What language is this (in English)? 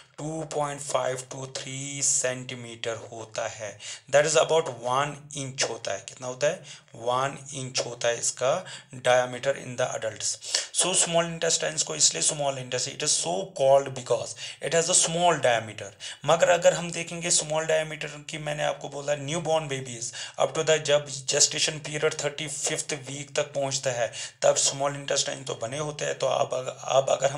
Hindi